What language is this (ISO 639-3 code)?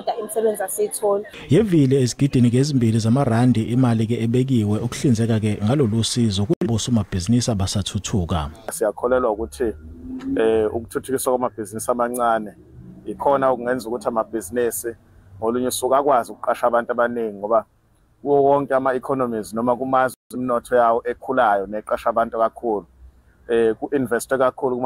zul